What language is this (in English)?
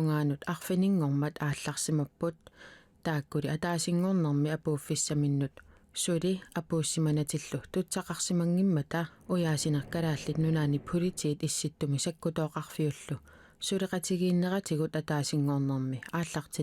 Kalaallisut